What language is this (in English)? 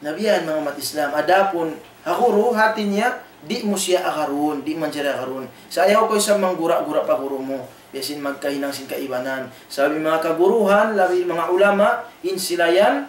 Tausug